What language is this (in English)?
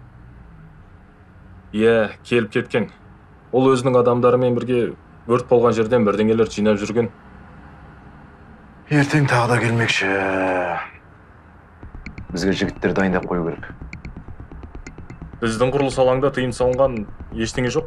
Kazakh